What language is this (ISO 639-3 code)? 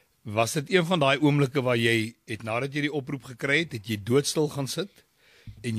afr